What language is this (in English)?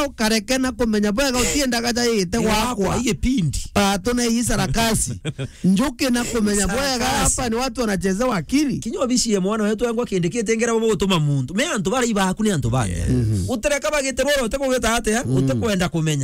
Meru